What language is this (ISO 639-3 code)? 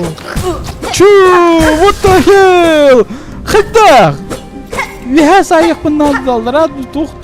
sah